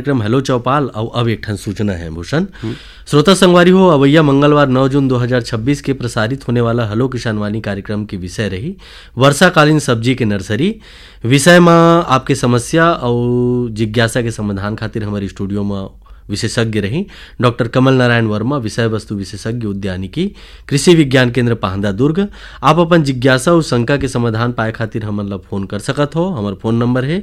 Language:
Chhattisgarhi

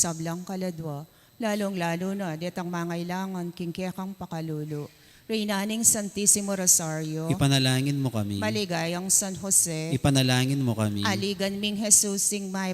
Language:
Pampanga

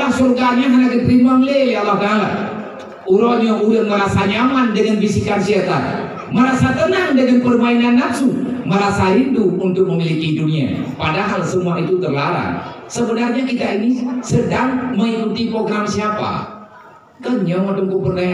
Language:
Achinese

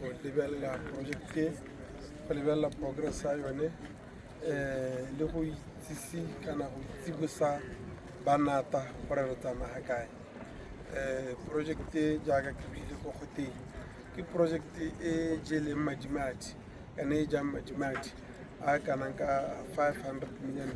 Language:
Tswana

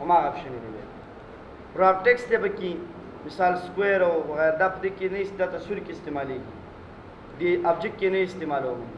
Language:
Pashto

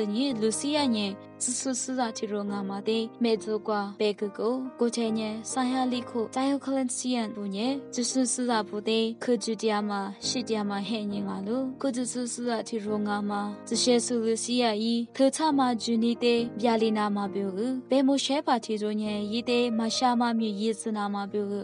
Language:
Lisu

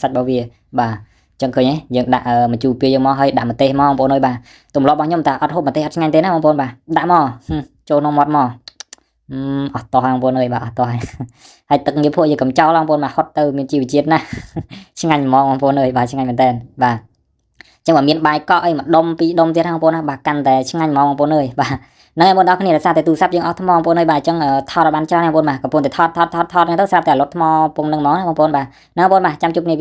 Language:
Khmer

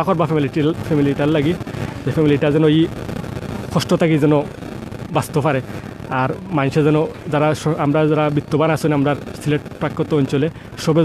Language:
Sylheti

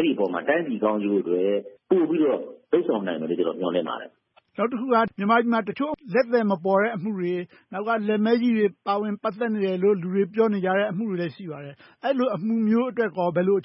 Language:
Burmese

